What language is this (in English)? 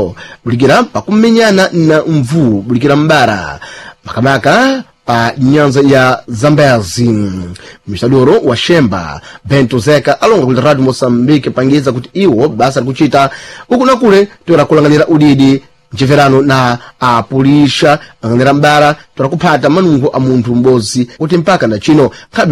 Sena